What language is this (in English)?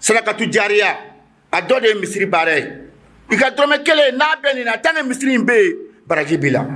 Bambara